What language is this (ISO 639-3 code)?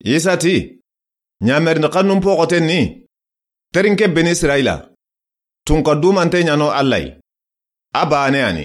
snk